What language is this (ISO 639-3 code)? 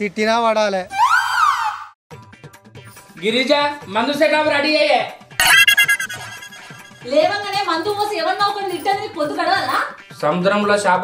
tel